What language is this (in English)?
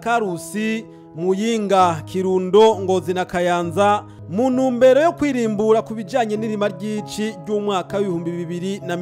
Rundi